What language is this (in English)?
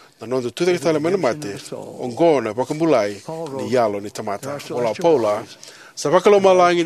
Fijian